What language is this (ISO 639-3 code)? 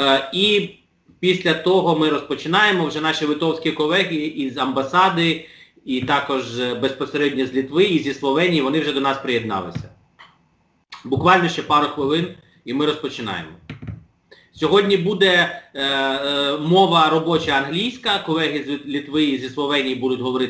ukr